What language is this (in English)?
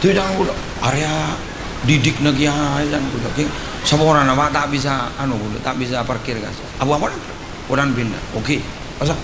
Madurese